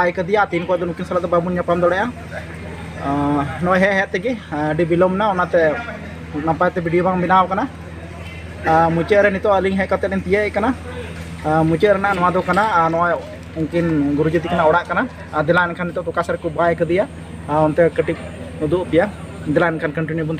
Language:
Santali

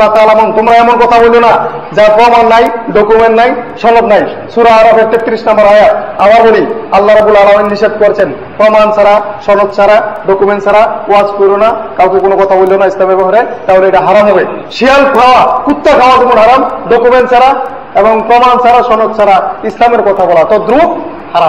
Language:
Bangla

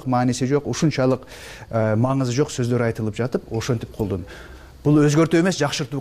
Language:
Kyrgyz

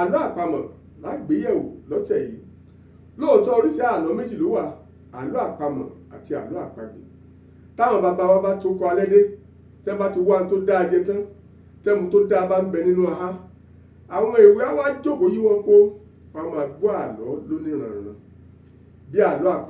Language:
Yoruba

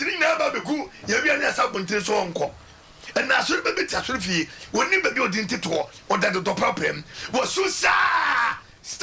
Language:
Akan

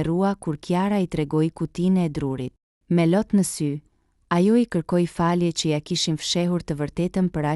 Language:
Albanian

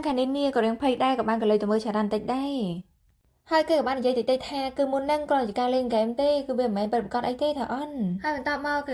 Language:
Khmer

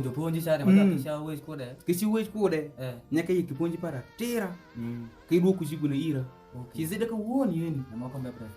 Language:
Alur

